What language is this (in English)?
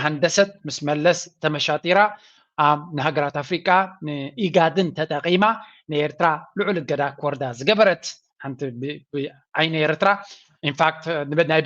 Tigrinya